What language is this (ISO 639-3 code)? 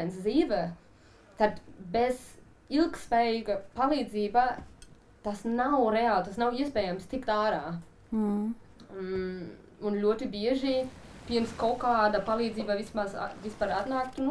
lav